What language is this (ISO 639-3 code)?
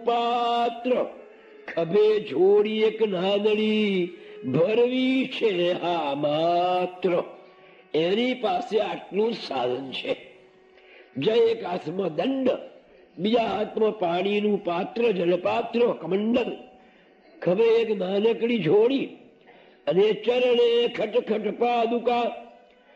guj